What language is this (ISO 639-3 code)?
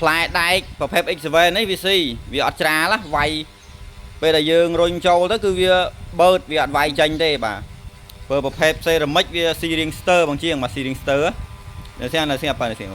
khm